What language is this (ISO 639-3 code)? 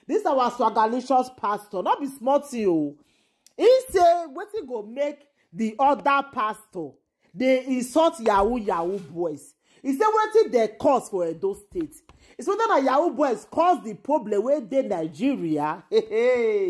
pcm